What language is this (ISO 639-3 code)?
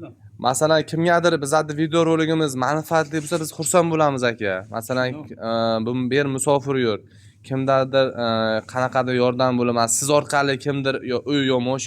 uzb